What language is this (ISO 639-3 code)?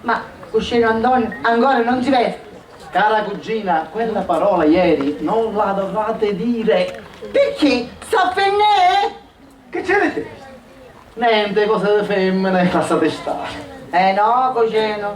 scn